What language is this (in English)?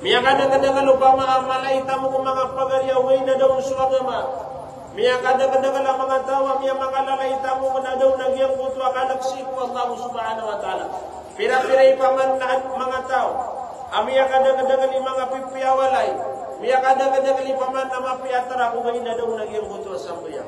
Maranao